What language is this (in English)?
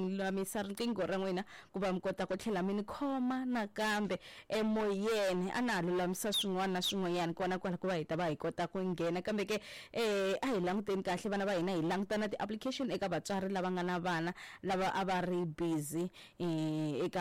Tsonga